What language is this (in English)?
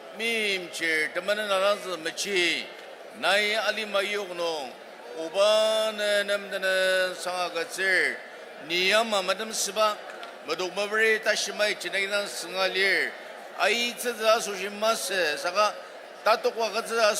Ao Naga